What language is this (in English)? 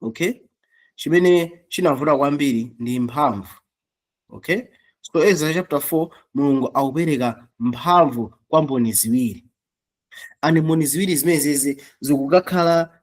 Nyanja